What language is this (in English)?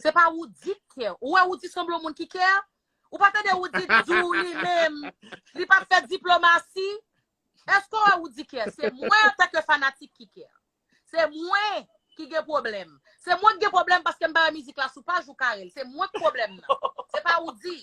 Haitian Creole